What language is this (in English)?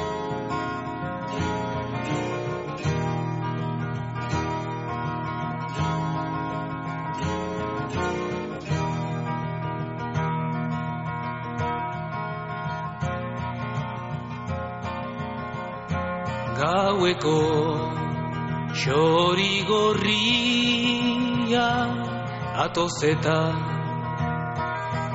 Basque